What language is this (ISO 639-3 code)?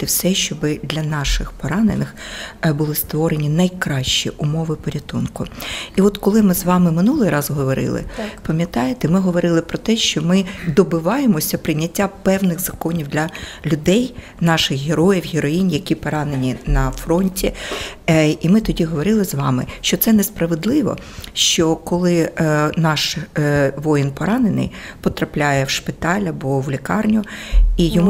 ukr